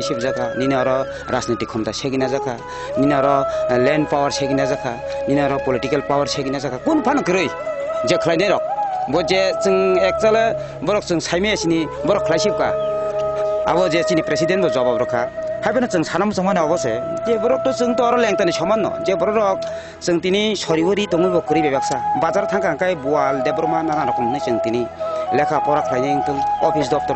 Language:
Kok Borok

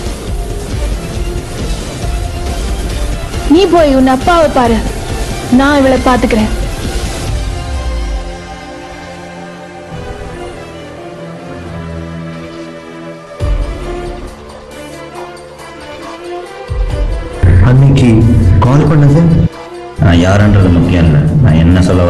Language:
Tamil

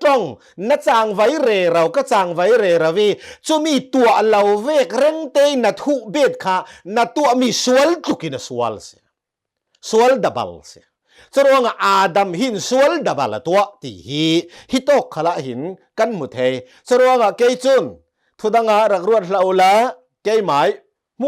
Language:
Hakha Chin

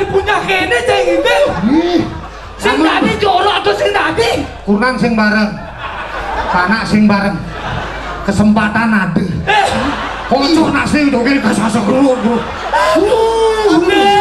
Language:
Balinese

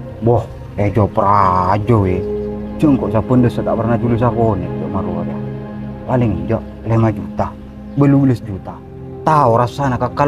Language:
Madurese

